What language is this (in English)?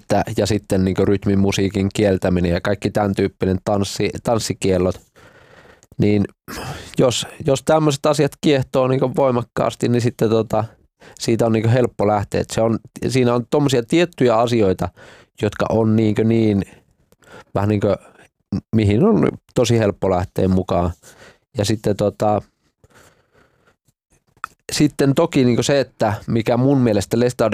Finnish